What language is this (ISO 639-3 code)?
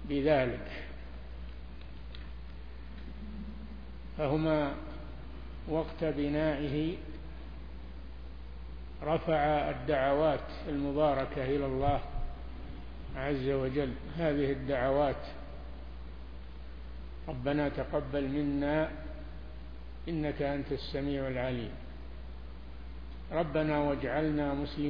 ara